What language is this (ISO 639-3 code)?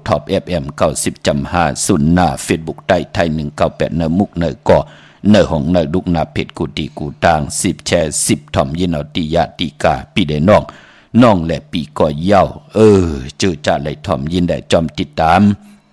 shn